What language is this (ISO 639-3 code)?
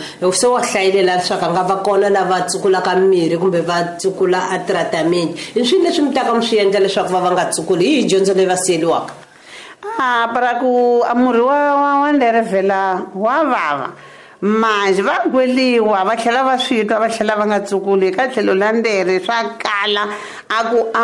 tso